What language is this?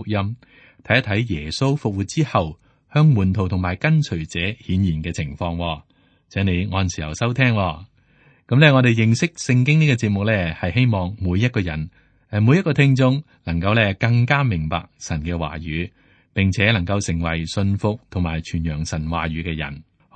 Cantonese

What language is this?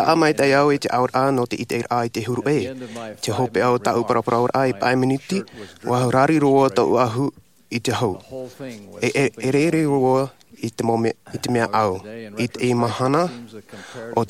Tahitian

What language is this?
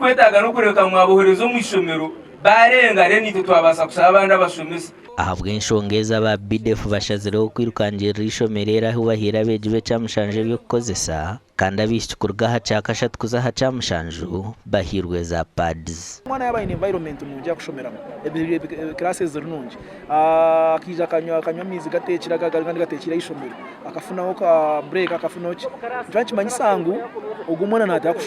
Nyankole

